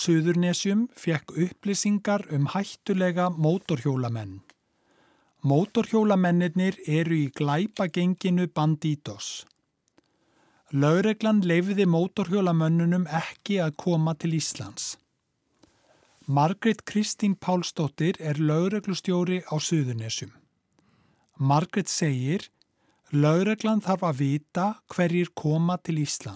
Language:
Icelandic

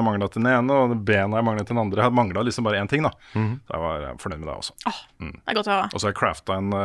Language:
Norwegian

